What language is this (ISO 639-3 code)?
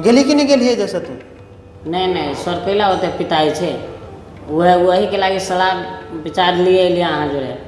mai